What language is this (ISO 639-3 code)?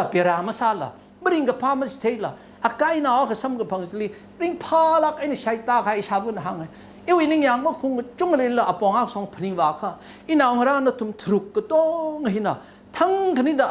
nmf